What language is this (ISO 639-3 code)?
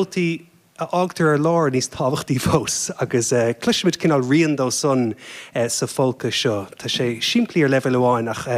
gle